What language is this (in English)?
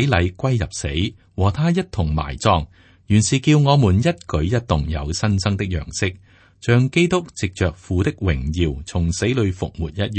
Cantonese